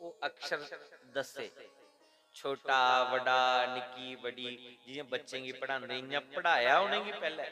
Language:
Dogri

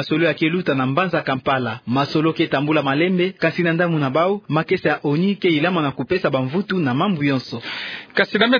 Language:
Kituba (Democratic Republic of Congo)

